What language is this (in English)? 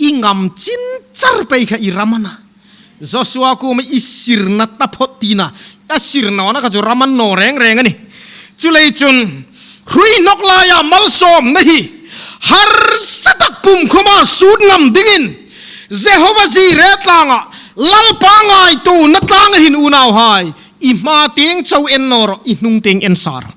Hmar